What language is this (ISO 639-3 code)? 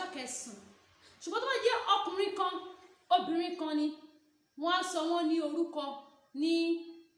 yor